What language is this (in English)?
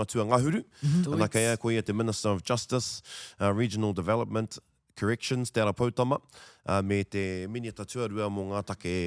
Māori